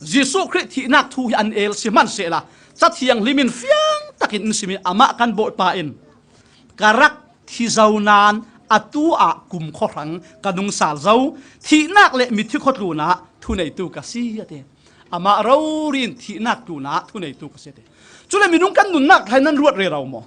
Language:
Falam Chin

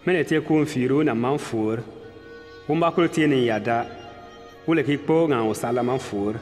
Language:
Bimoba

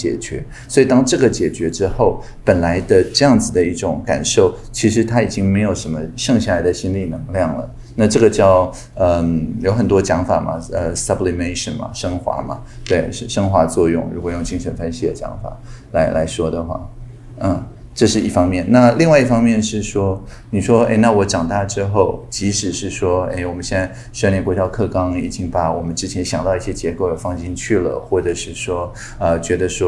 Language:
Chinese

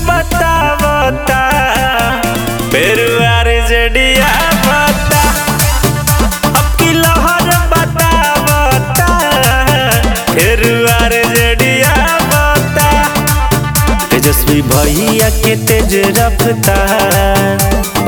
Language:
Bhojpuri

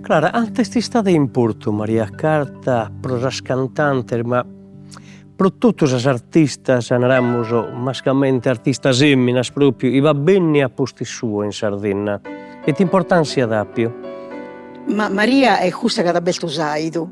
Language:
Sardinian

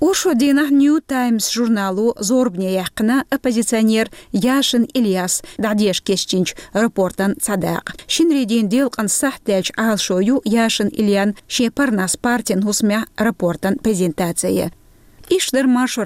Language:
Chechen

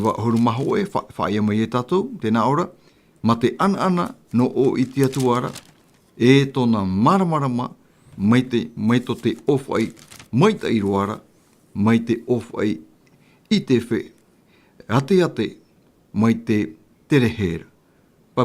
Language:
Tahitian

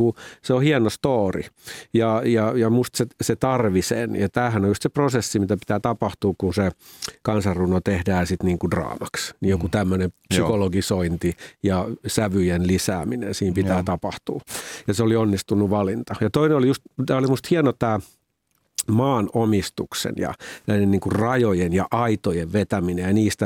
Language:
Finnish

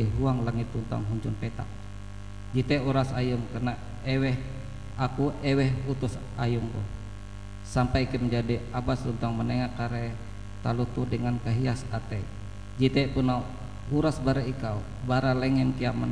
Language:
Ngaju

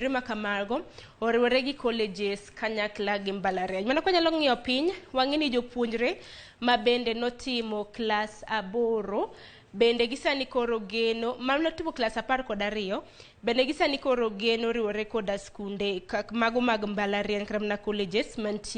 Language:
Luo (Kenya and Tanzania)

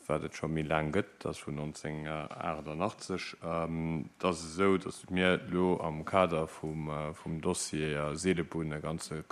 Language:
Luxembourgish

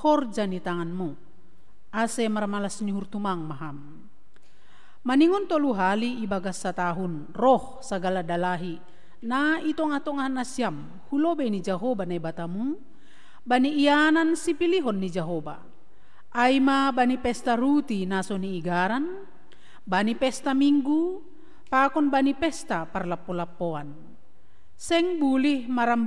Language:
Batak Simalungun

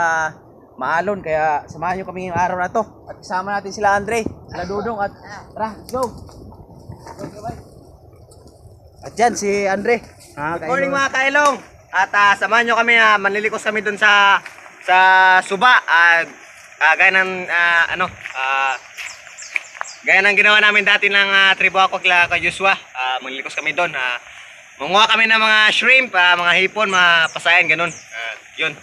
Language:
Filipino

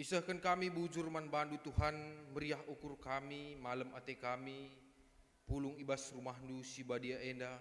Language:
Batak Karo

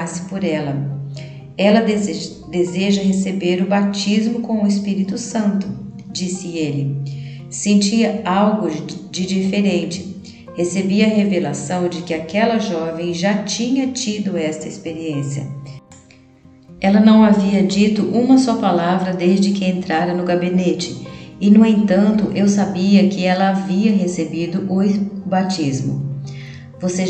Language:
Portuguese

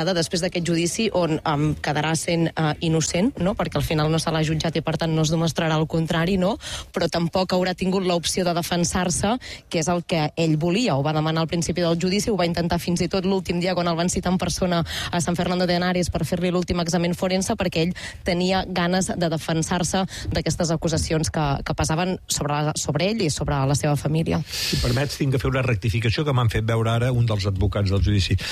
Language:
Catalan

